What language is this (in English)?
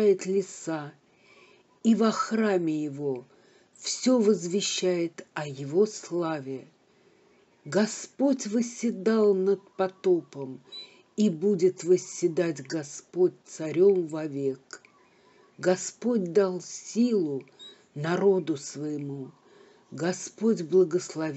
Russian